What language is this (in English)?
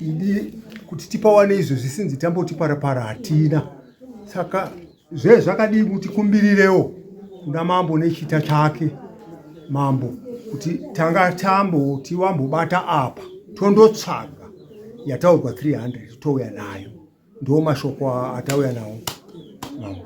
Shona